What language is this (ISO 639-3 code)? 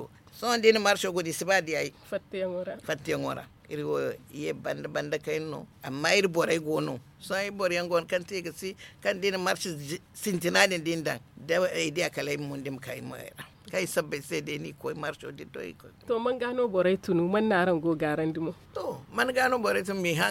dje